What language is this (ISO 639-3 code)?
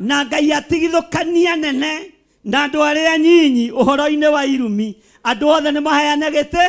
kik